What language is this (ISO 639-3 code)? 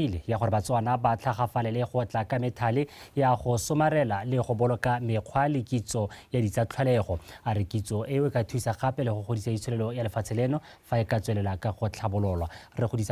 tsn